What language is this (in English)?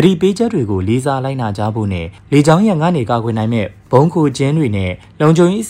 Burmese